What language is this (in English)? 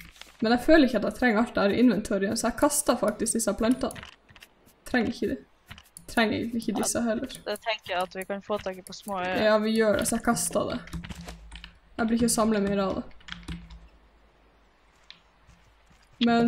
Norwegian